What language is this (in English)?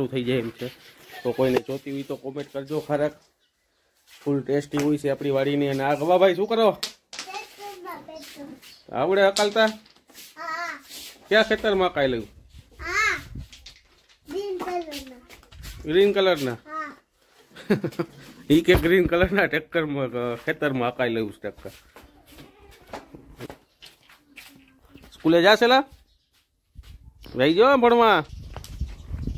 Gujarati